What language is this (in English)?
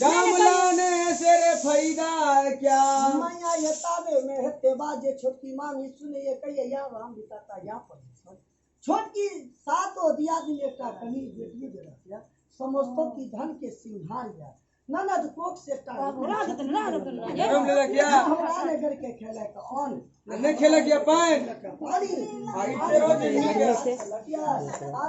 Maithili